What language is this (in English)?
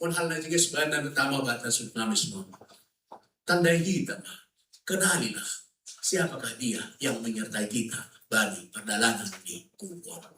Batak Simalungun